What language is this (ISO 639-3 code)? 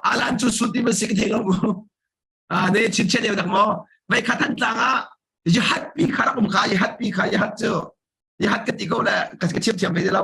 cnh